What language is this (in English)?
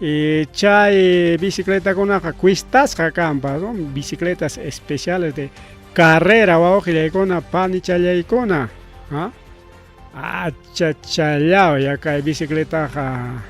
Ayacucho Quechua